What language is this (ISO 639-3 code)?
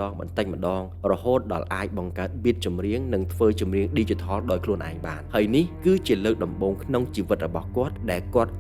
khm